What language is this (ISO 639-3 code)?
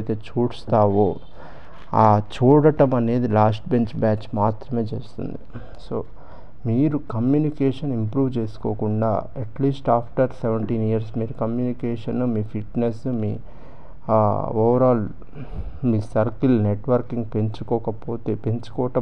tel